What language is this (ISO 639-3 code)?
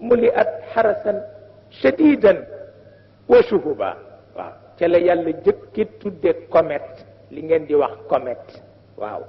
wol